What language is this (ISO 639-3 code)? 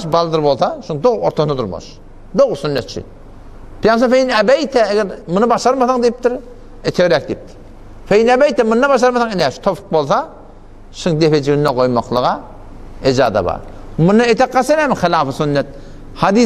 tuk